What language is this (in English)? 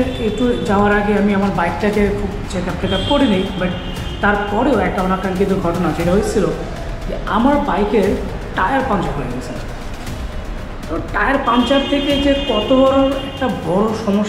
Bangla